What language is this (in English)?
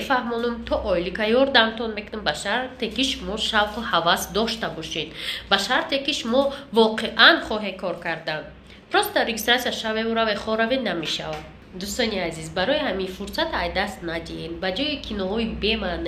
Tajik